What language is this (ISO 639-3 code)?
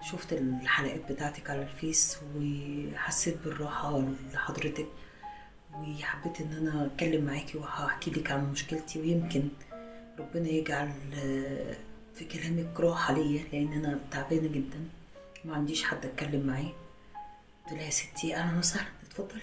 arz